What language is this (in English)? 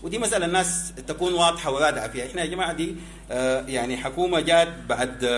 Sudanese Arabic